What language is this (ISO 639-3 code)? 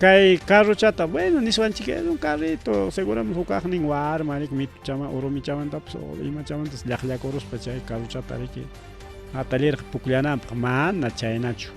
quy